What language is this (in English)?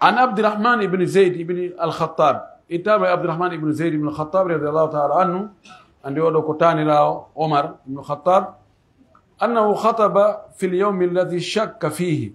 Pular